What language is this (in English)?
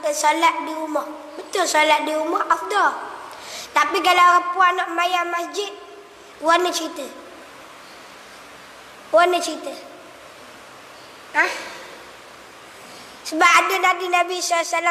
Malay